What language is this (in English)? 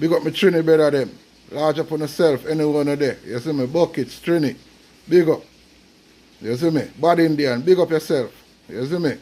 Jamaican Creole English